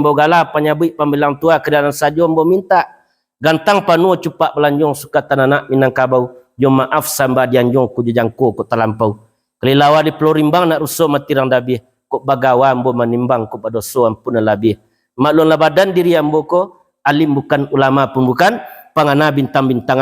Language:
Minangkabau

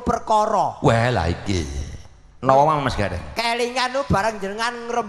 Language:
Javanese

